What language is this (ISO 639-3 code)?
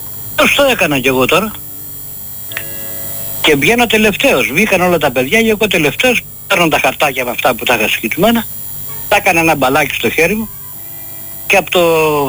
ell